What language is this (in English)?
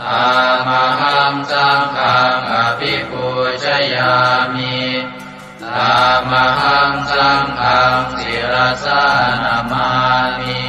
Pali